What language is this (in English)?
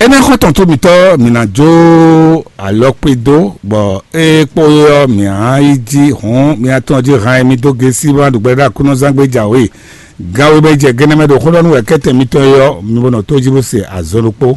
Fon